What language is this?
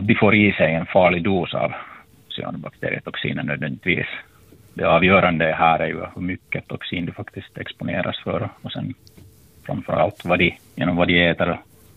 Swedish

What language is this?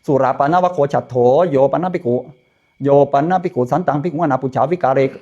Pali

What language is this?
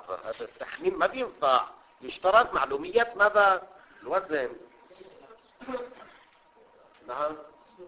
Arabic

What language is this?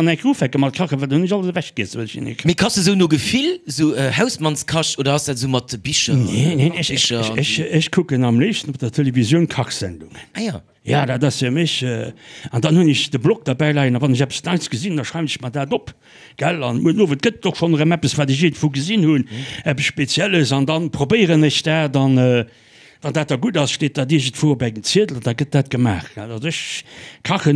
Luxembourgish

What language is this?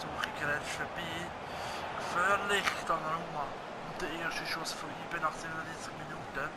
Swiss German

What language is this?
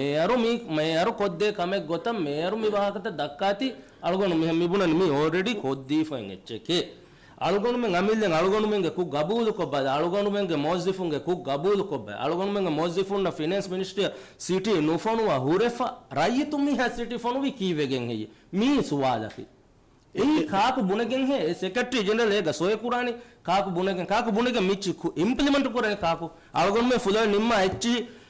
Divehi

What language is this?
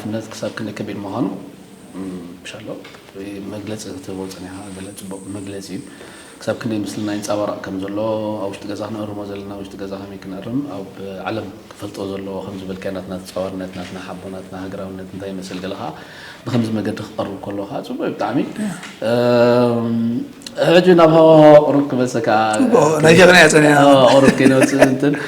Tigrinya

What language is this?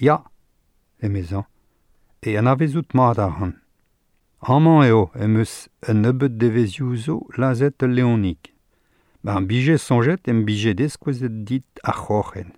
Breton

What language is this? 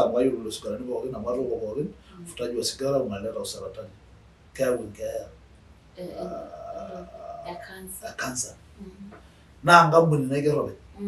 Masai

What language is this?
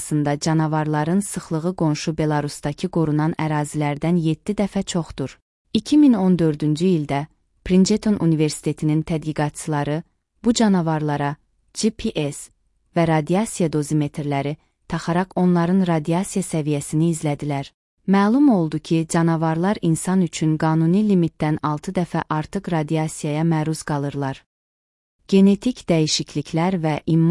Azerbaijani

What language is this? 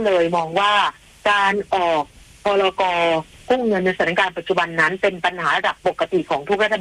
Thai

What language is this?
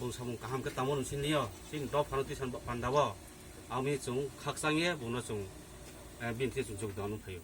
Kok Borok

